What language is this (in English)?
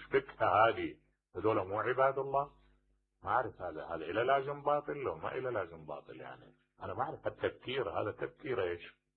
Mesopotamian Arabic